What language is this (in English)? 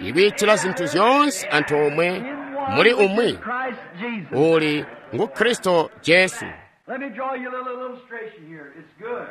Tonga (Zambia)